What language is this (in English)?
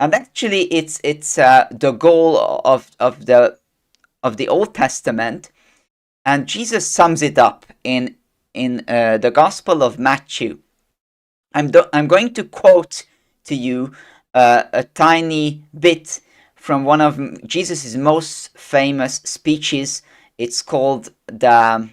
English